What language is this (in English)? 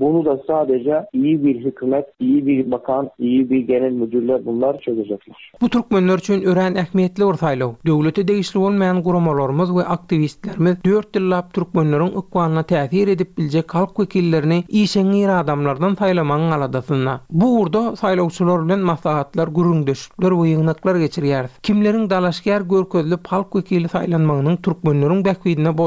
Turkmen